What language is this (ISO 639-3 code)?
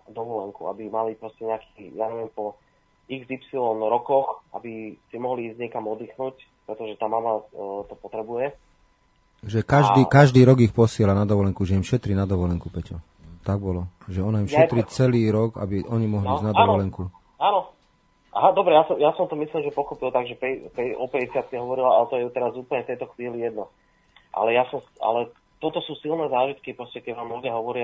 slk